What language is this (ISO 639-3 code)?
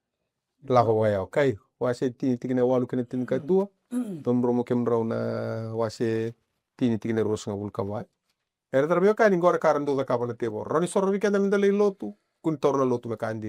fij